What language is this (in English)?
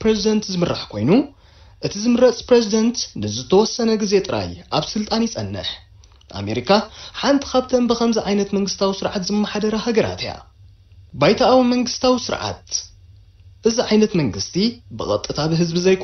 Tigrinya